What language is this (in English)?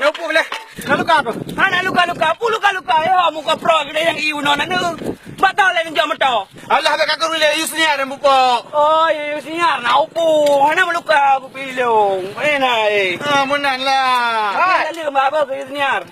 Achinese